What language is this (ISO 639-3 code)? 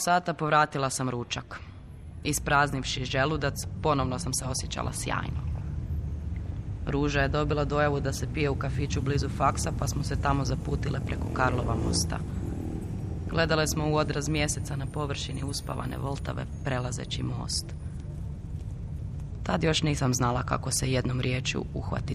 hrv